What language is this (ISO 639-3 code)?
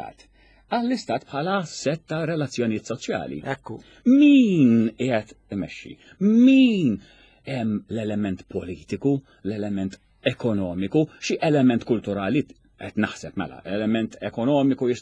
mlt